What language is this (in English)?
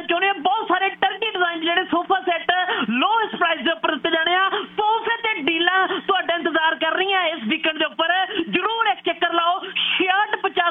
Punjabi